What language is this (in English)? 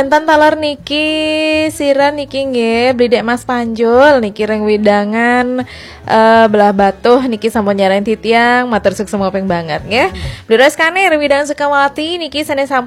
Balinese